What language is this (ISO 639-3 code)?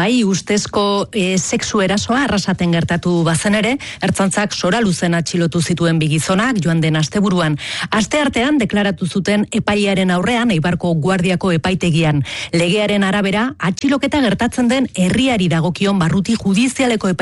eus